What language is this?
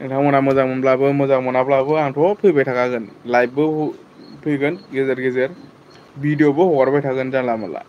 Bodo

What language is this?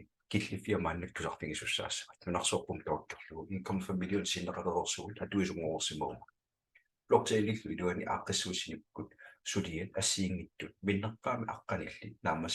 Kalaallisut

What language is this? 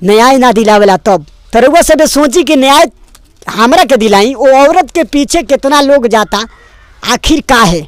Bhojpuri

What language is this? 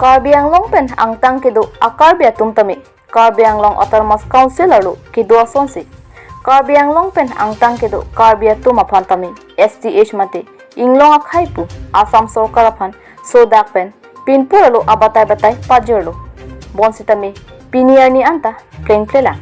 Karbi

